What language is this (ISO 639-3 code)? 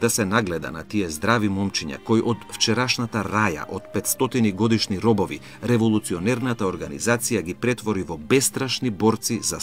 mkd